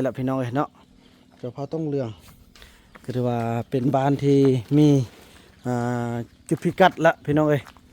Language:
Northeastern Thai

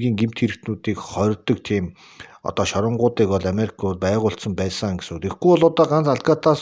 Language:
Mongolian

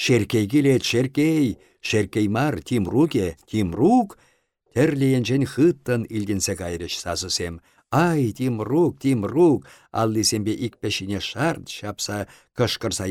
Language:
Chuvash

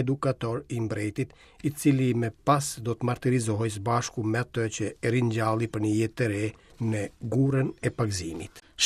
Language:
Albanian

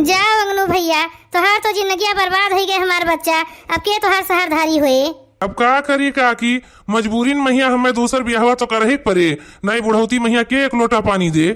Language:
Awadhi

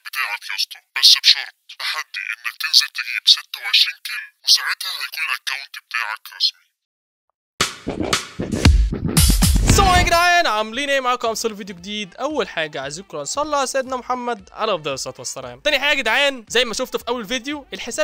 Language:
Egyptian Arabic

